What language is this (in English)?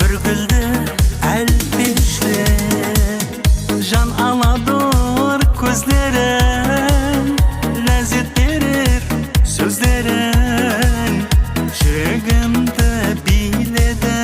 Kara-Kalpak